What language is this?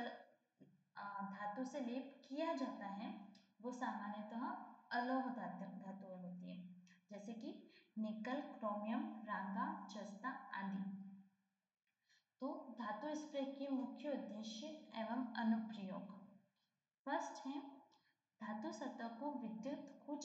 Hindi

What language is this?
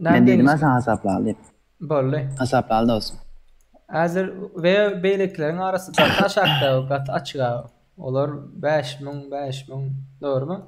Turkmen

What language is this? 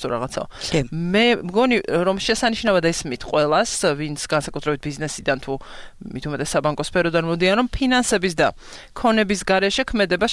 Georgian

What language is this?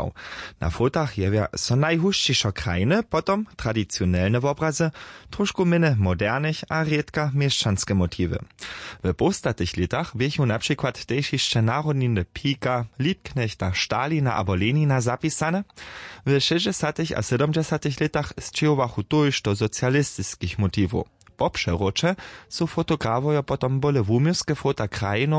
Upper Sorbian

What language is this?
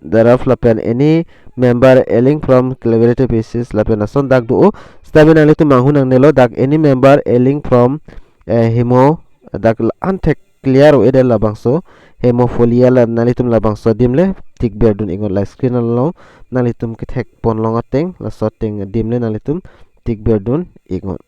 Karbi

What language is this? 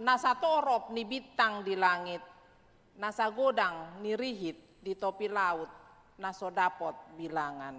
Batak Toba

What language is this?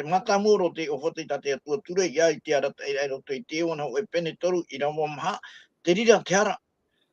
Tahitian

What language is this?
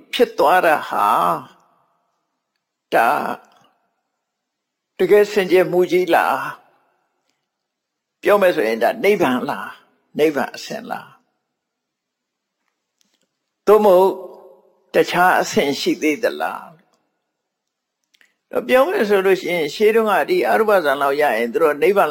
Burmese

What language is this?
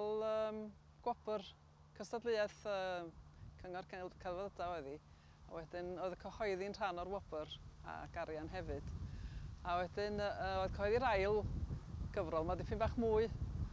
Welsh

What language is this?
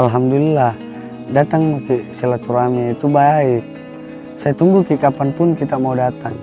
Makassar Malay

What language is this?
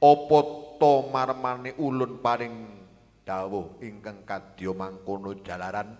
Javanese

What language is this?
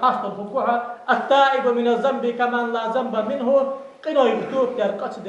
Ingush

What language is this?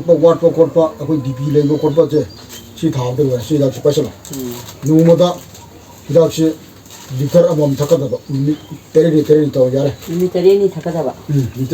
Manipuri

